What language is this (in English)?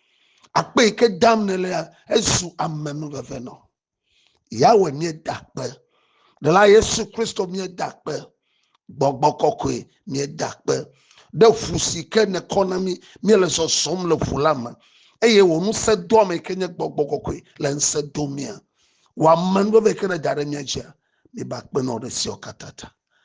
Ewe